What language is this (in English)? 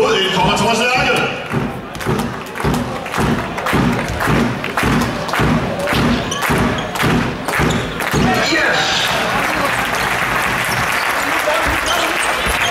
Danish